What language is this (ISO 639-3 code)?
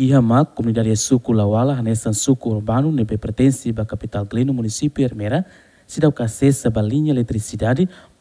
tet